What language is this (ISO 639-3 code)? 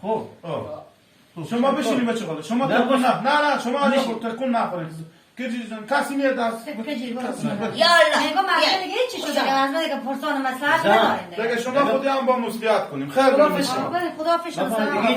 fas